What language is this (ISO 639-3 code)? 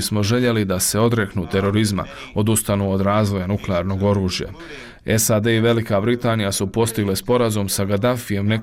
bos